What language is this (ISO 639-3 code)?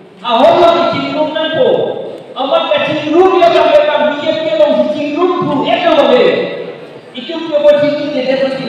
mjw